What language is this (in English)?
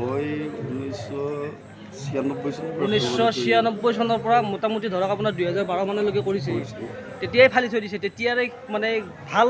Assamese